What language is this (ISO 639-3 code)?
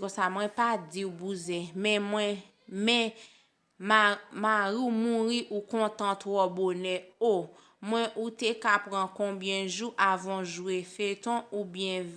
hat